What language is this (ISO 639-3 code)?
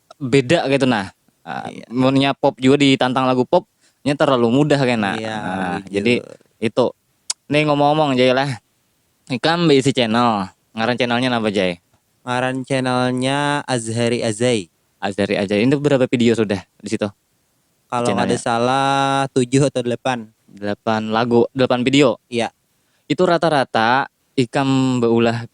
bjn